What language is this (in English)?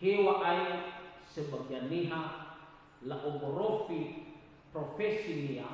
Nias